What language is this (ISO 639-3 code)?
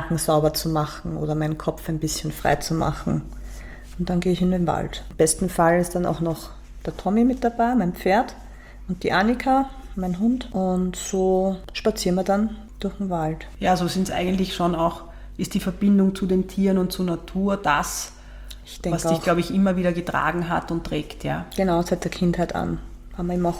deu